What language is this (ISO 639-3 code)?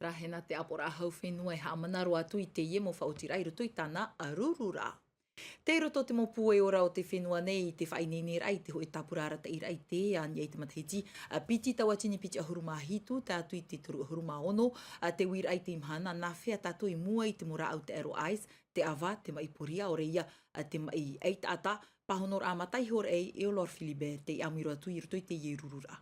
tah